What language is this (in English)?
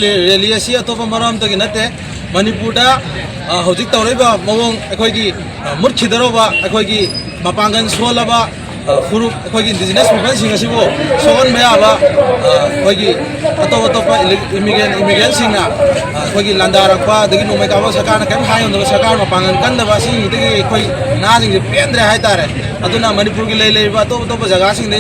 Manipuri